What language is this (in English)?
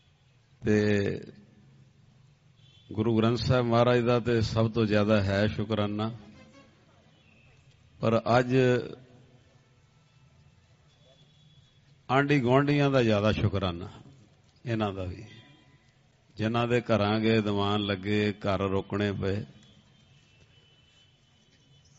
Punjabi